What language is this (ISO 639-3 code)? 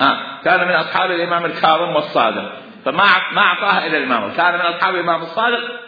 acm